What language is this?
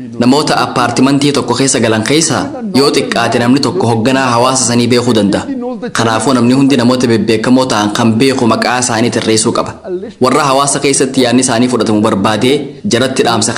Oromo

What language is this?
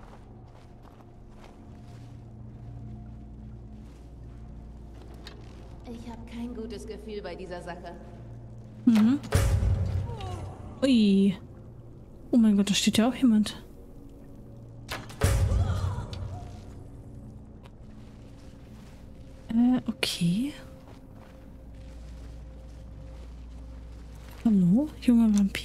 German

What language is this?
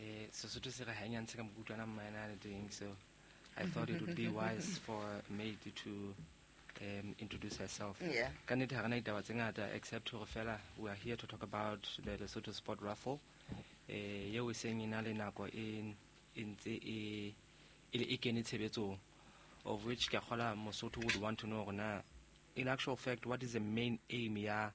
Southern Sotho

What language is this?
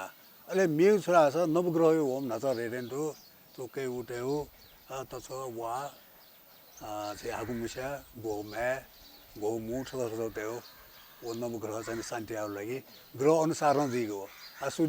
Newari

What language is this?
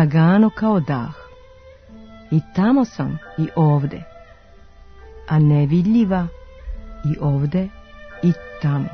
Serbian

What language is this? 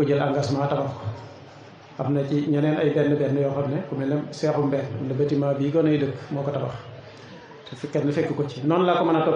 Wolof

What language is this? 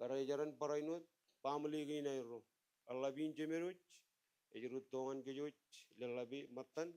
Marshallese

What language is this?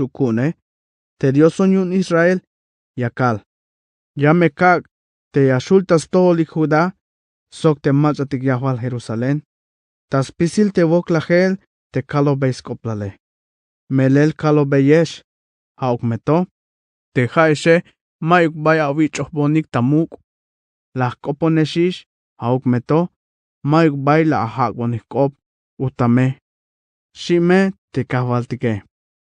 Tzeltal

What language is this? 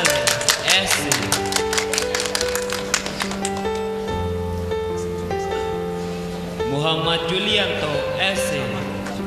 Indonesian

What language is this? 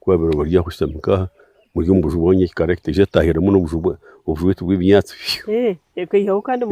Nyankole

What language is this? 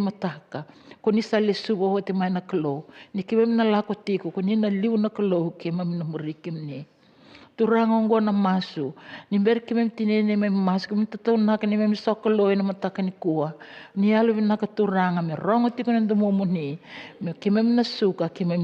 Fijian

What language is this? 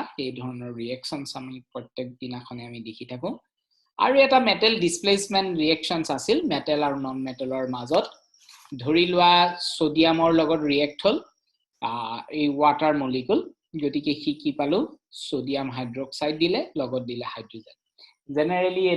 Assamese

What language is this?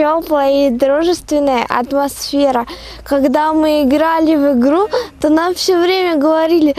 Russian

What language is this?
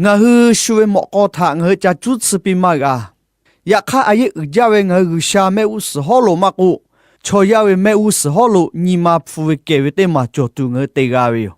Lahu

